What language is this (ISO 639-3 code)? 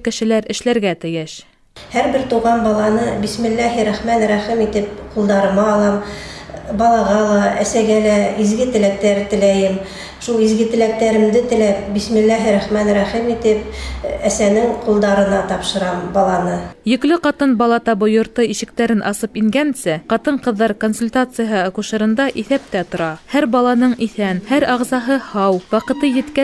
bak